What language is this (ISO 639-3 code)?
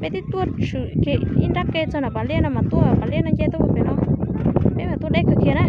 hmn